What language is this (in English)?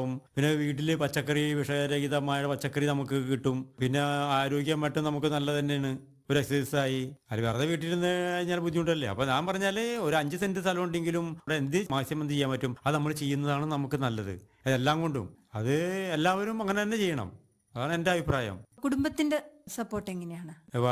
Malayalam